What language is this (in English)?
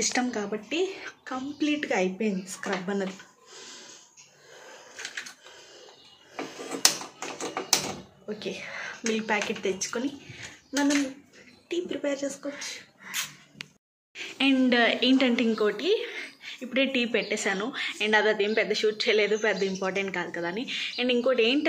Telugu